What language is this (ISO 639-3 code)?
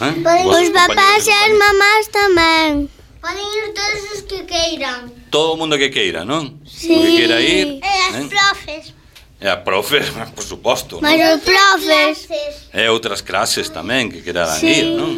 glg